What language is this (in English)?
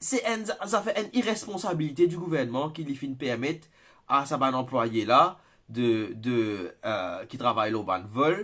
Morisyen